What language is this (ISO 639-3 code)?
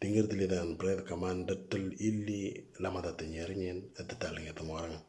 mor